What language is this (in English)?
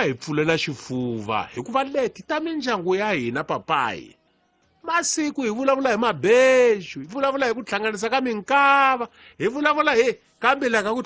Tsonga